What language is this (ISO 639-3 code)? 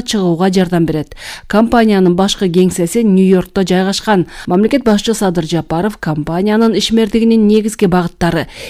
kir